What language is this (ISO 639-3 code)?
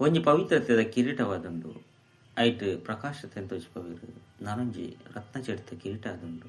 tcy